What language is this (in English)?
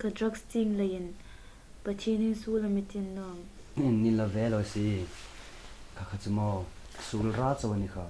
Hmar